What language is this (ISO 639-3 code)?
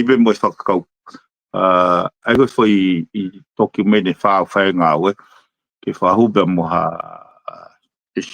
ton